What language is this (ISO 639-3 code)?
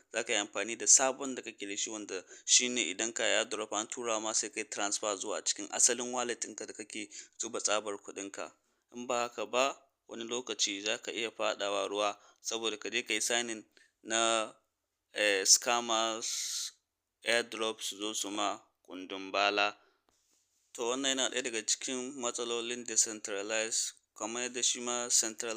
hau